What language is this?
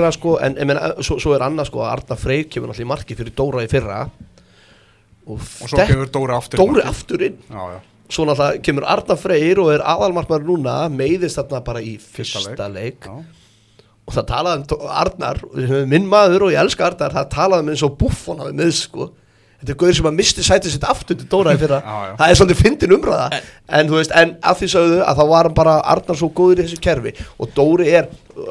Icelandic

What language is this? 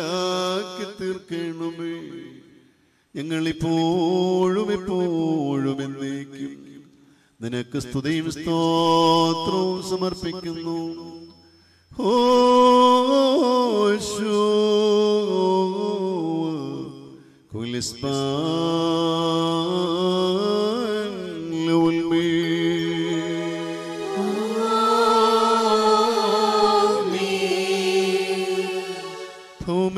Malayalam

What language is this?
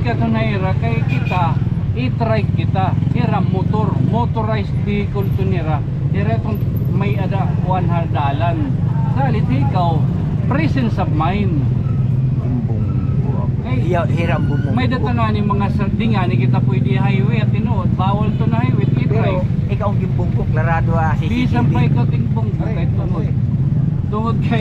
Waray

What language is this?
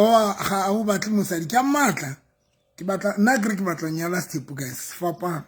Southern Sotho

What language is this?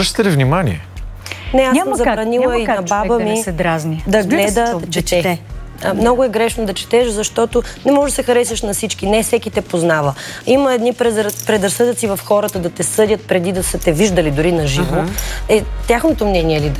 Bulgarian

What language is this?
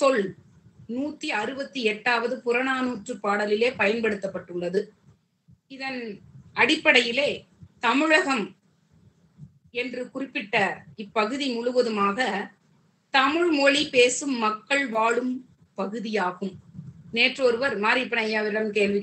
Tamil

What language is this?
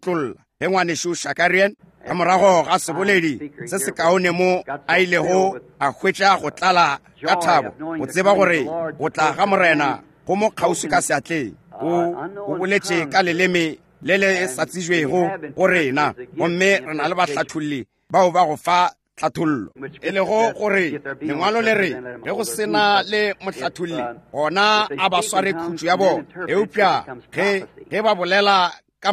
Northern Sotho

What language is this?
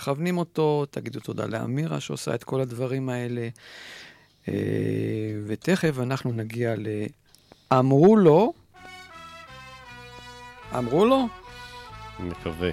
Hebrew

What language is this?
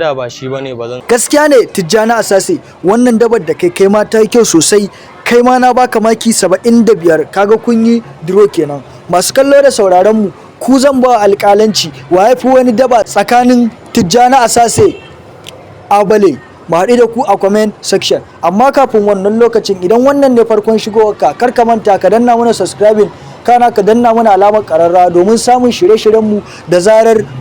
Hausa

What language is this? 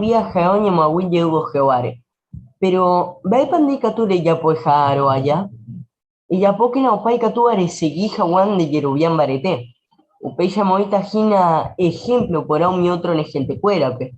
Guarani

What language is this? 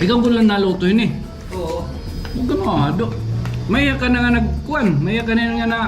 Waray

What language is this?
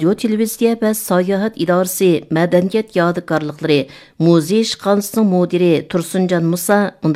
Uyghur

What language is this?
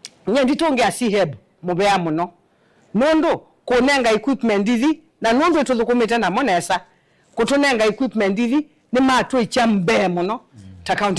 Kamba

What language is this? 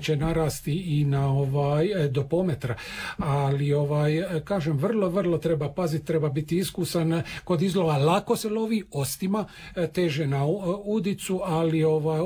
Croatian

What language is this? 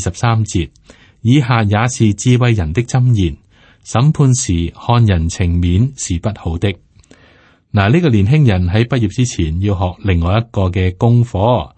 Cantonese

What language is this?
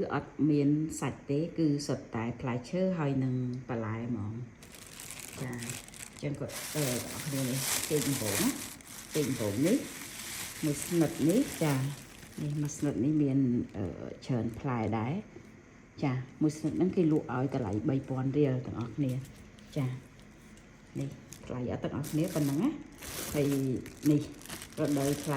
Khmer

